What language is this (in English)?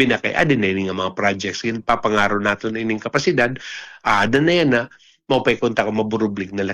Waray